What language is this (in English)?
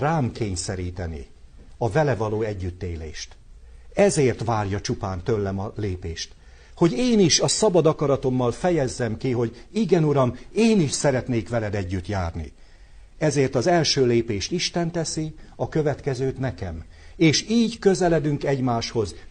Hungarian